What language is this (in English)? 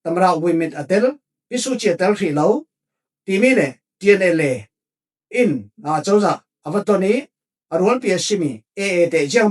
Falam Chin